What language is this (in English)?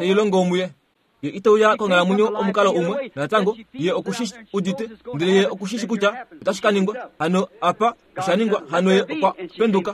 Kuanyama